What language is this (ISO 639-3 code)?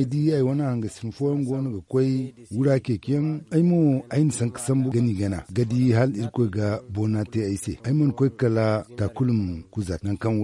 dje